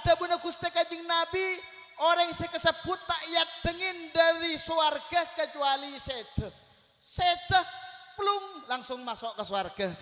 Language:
Madurese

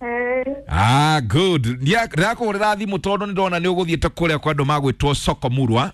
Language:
Kikuyu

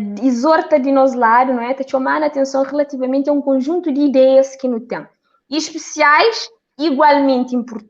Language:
Kabuverdianu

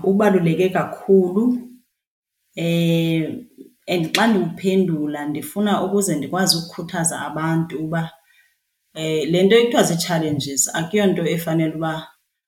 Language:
Xhosa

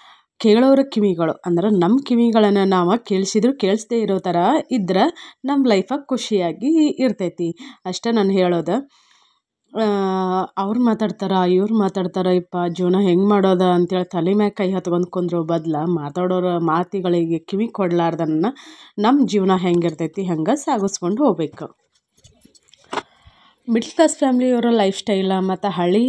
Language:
Kannada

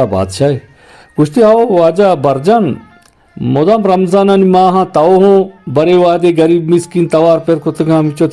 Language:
Eastern Balochi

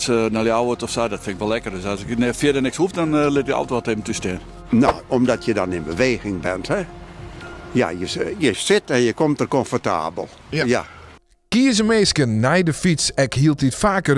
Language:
Western Frisian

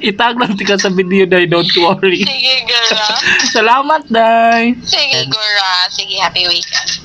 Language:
Cebuano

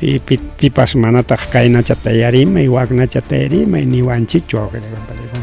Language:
Ayacucho Quechua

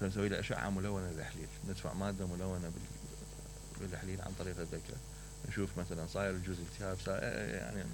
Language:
Mesopotamian Arabic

